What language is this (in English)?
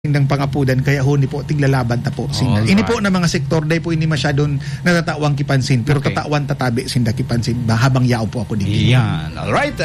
Bikol